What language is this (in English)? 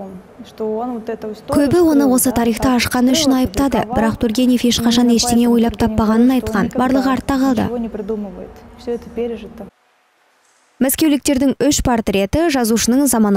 Kazakh